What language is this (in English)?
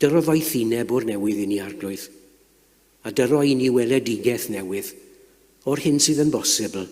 Welsh